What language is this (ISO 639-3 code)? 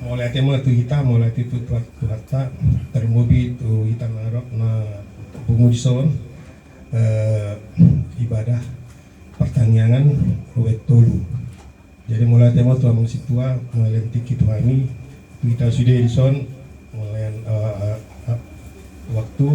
bbc